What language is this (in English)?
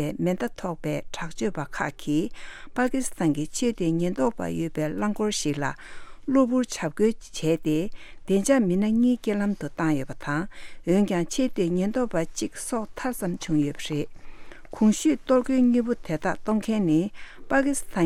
Tibetan